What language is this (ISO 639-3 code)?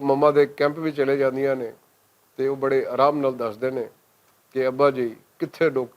lah